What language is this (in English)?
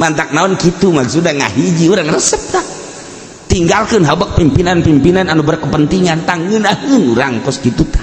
Sundanese